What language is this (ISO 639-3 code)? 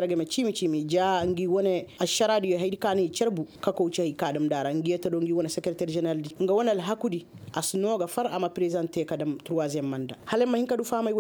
ses